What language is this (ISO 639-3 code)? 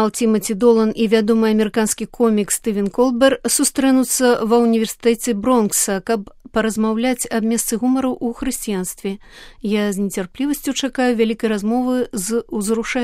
bel